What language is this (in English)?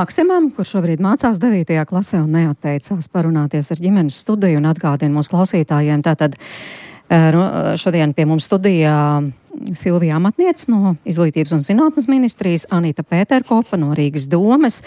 Latvian